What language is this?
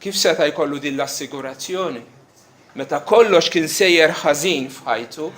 Maltese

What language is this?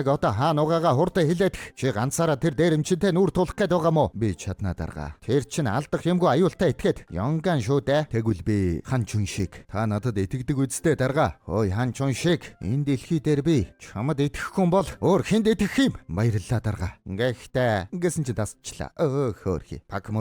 Mongolian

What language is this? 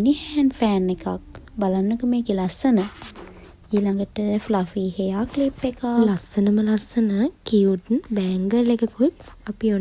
Sinhala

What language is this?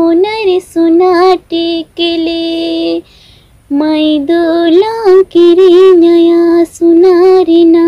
Santali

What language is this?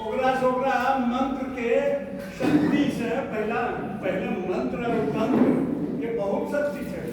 Angika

